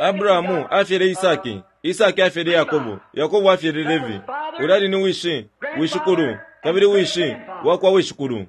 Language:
Bemba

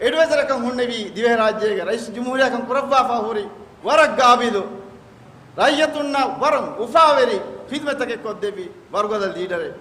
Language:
Divehi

